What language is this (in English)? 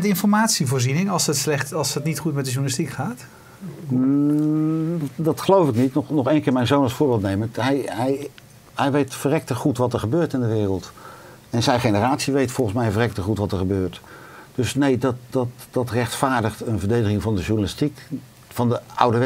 Dutch